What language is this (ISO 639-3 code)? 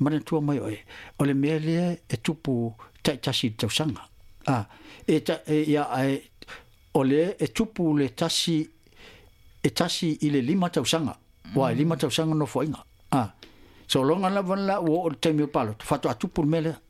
smo